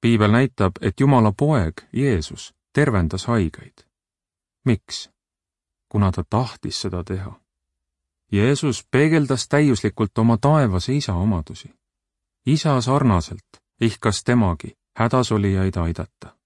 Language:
Estonian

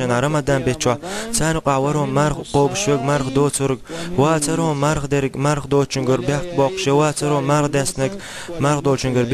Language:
Chechen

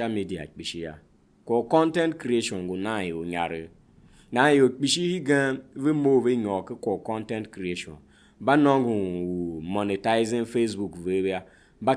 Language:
Tiv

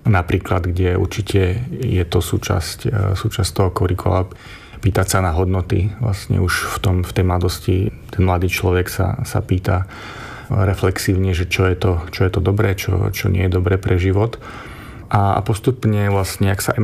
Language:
Slovak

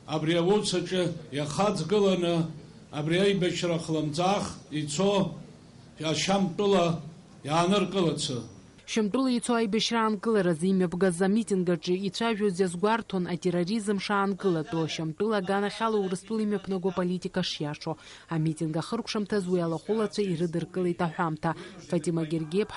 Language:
Abkhazian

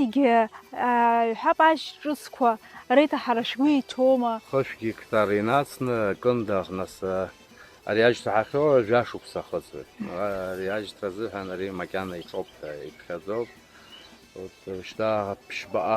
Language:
Abkhazian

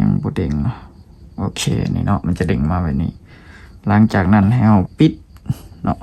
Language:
Lao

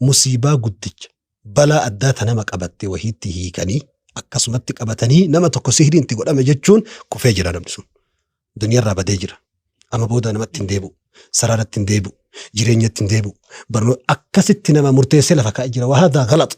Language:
Oromo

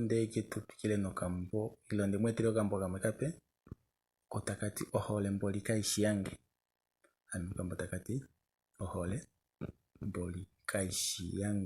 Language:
Kuanyama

